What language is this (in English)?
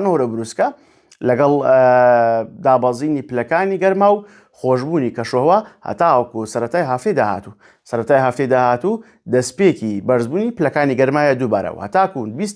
Central Kurdish